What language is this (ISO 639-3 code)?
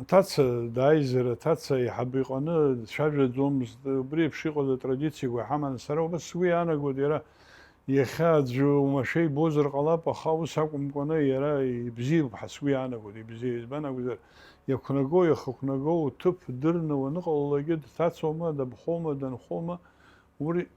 abk